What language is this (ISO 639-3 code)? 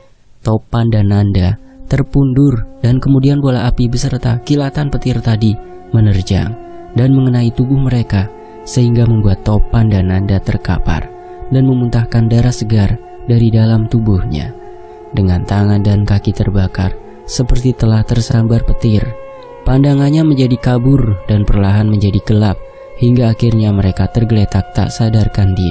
ind